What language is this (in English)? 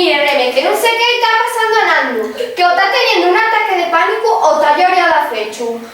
Asturian